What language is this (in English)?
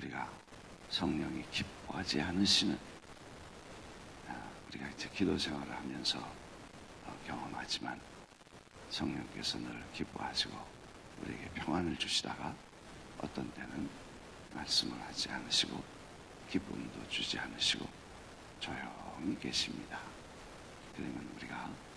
Korean